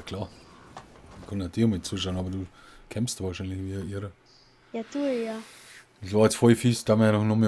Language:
Bavarian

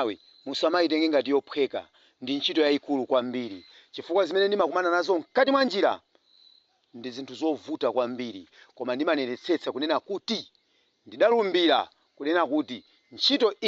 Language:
Nyanja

